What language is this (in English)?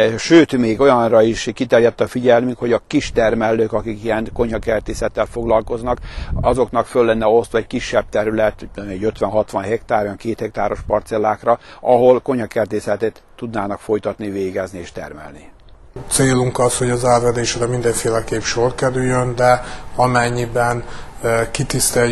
Hungarian